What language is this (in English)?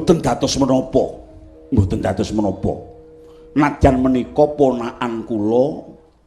Javanese